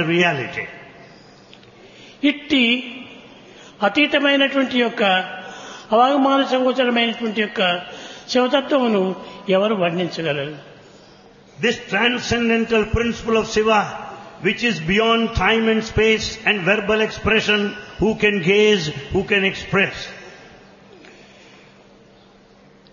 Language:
Telugu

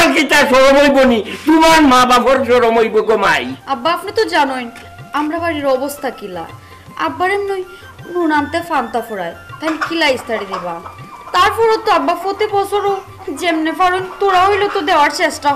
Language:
Sylheti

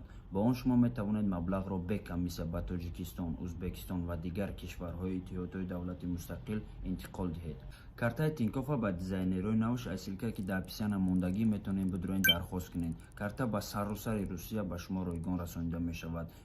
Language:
Tajik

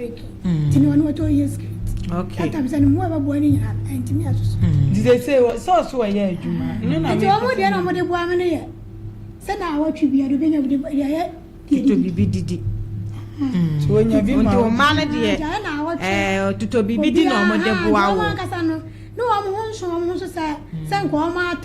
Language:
Akan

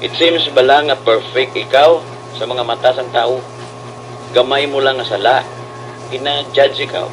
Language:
Hiligaynon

